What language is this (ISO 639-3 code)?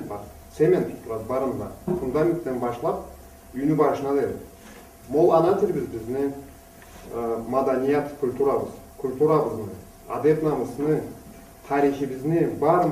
krc